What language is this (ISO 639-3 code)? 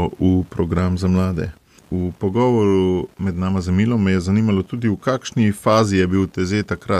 slv